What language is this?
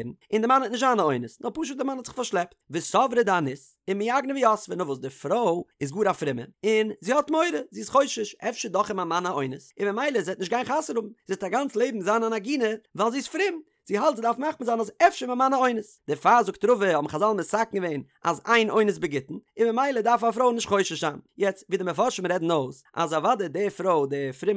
Yiddish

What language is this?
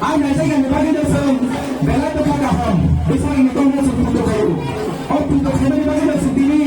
Kok Borok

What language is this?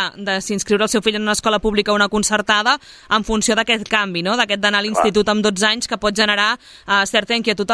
Catalan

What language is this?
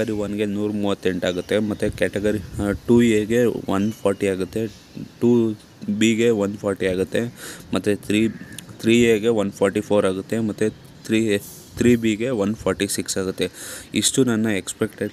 Kannada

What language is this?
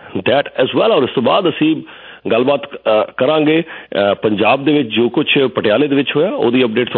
Punjabi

